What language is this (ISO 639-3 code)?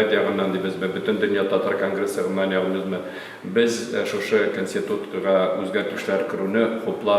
tat